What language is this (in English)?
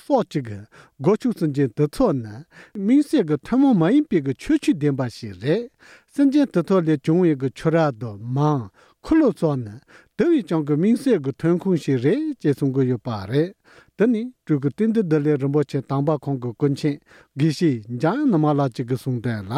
Tibetan